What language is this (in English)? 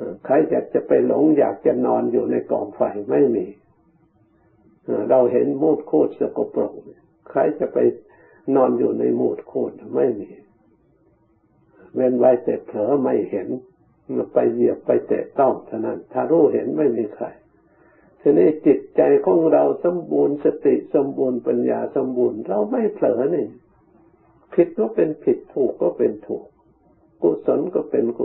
Thai